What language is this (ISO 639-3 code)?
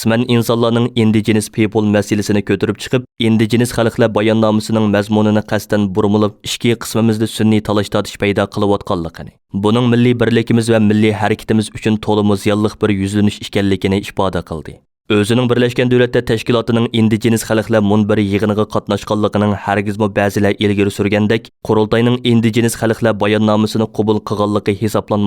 uig